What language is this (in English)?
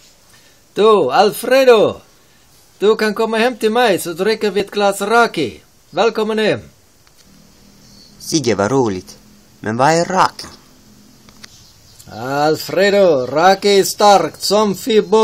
Swedish